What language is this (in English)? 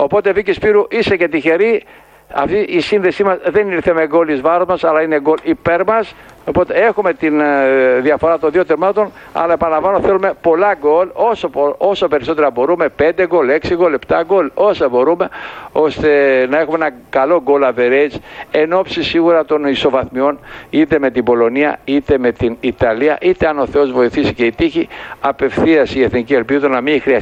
Greek